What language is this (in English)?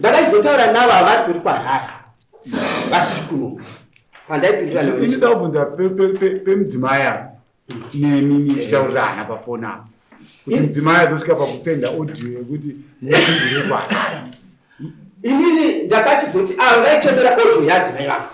Shona